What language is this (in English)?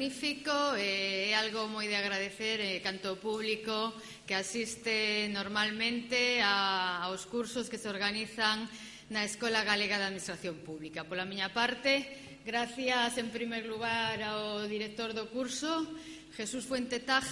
Galician